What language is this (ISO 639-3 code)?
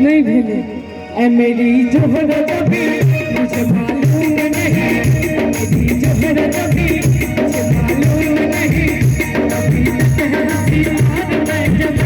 mai